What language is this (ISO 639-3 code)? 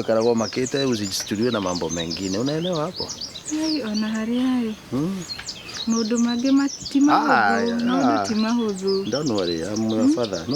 kik